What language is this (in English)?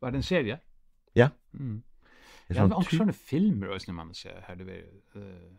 Faroese